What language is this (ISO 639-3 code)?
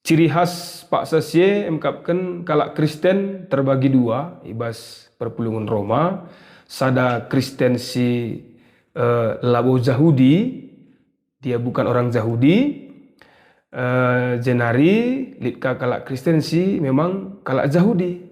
btx